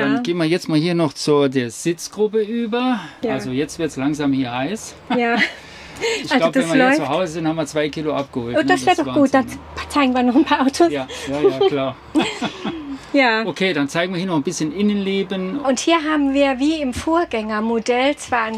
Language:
German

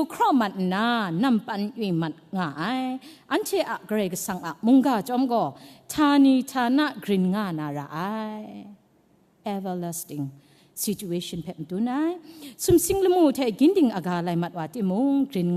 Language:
Kachin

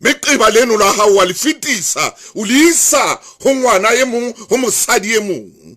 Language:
Southern Sotho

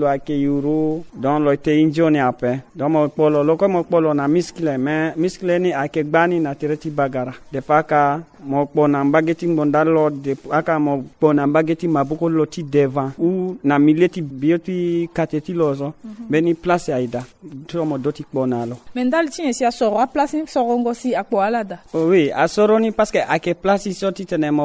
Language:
Sango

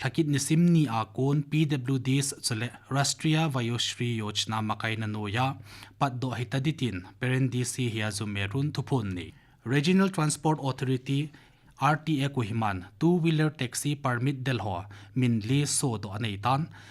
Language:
Thado Chin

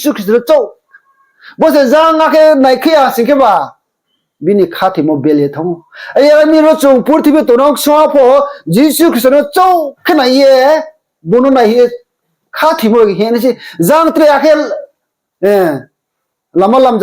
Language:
Riang (India)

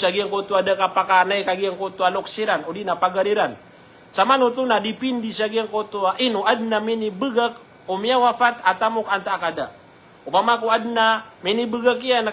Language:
Maranao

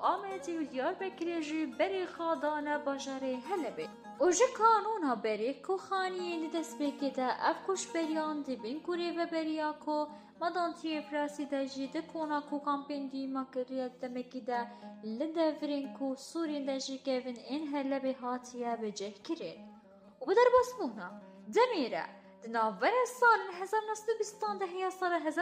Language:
Kurdish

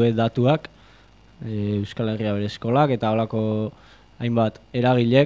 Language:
Basque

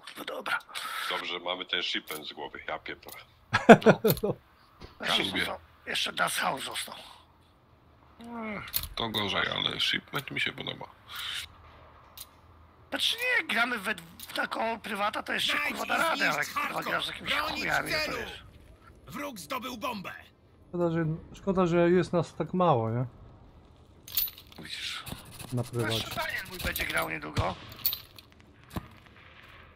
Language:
Polish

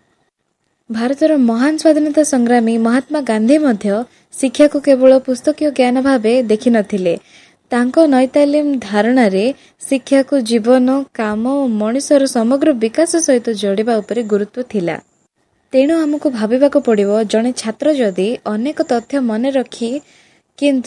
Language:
Odia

